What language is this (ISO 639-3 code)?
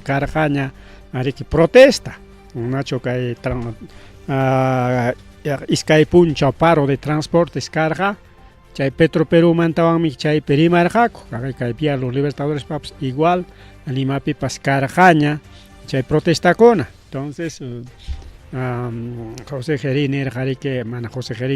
quy